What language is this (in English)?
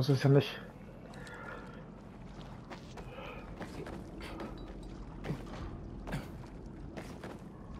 German